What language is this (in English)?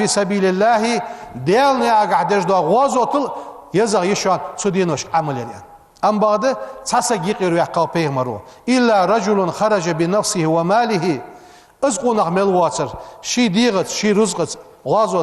Ingush